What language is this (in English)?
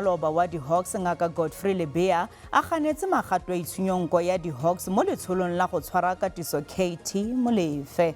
Tswana